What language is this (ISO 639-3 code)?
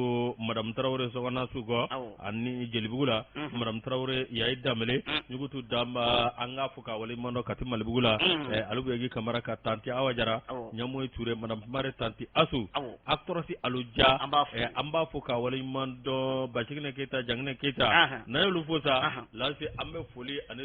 bam